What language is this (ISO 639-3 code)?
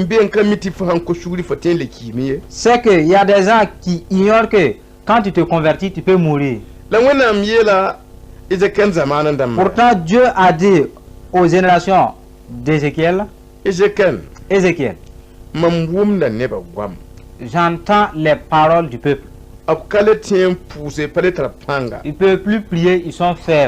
mos